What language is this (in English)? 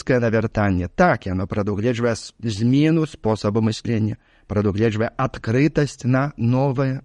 Belarusian